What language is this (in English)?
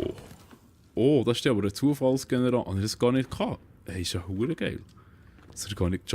Swiss German